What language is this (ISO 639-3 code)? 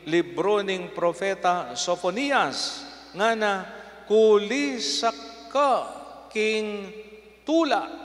pam